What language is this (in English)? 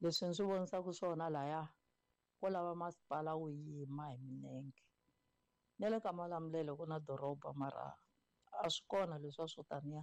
Tsonga